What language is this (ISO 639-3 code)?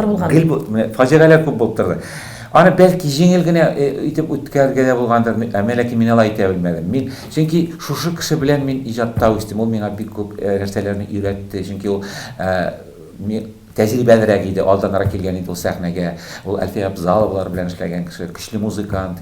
tat